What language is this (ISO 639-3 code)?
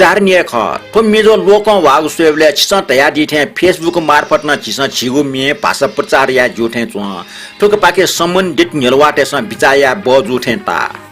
new